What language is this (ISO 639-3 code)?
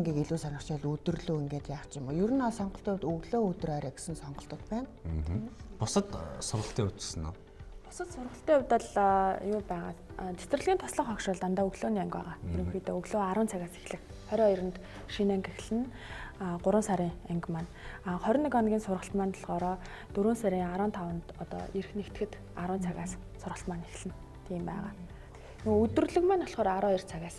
mon